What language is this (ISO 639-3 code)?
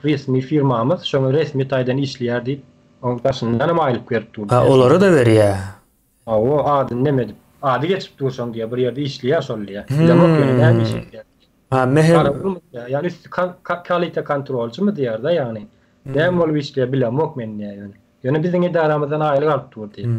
tuk